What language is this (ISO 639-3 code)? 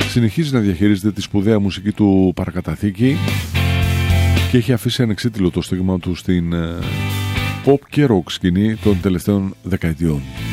ell